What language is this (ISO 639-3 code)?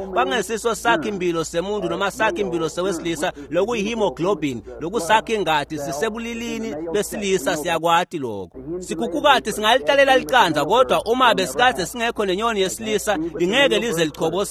ssw